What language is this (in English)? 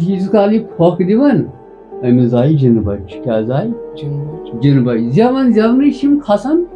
Kashmiri